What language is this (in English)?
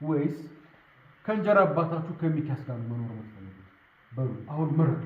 Amharic